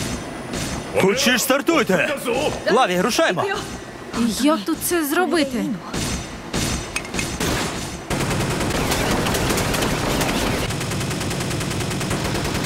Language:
Ukrainian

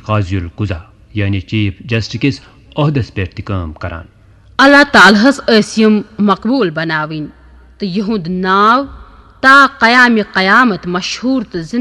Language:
Kashmiri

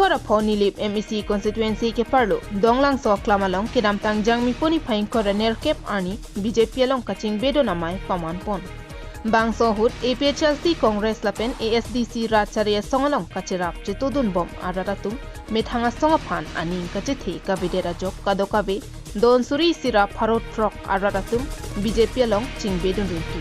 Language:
Karbi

